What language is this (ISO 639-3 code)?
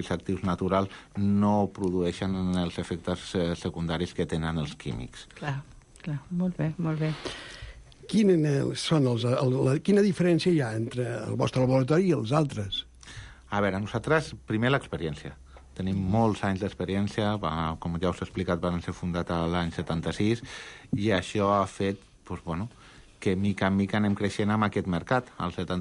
cat